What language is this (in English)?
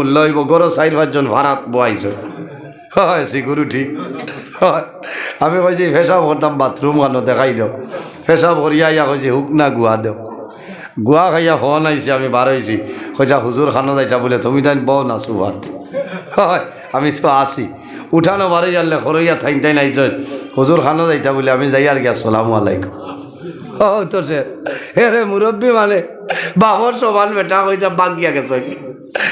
Sylheti